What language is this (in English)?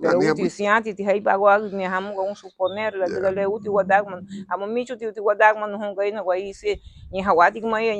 Garifuna